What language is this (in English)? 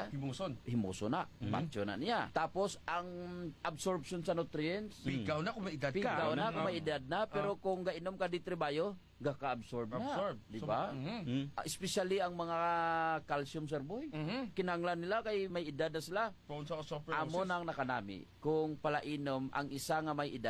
Hiligaynon